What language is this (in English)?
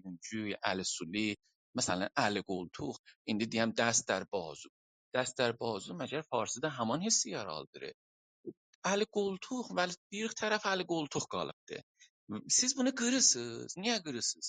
South Azerbaijani